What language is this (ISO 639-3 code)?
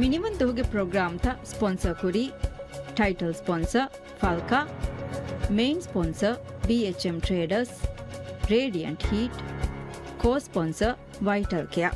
div